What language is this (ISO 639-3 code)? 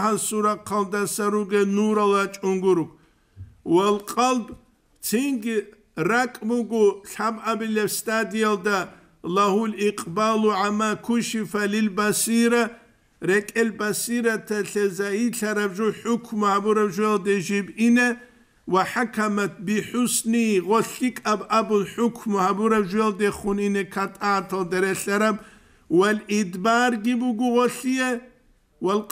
ava